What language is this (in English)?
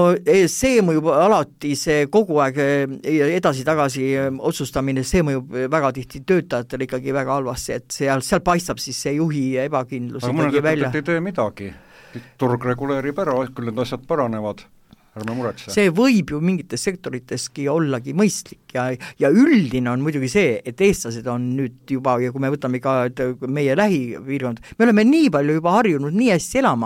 Estonian